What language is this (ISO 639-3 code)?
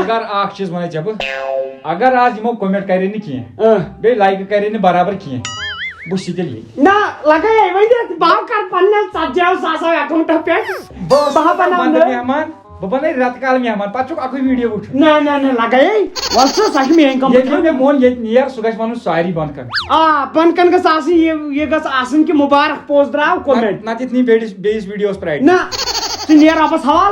kas